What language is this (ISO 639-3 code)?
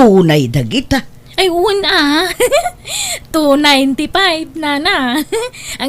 ilo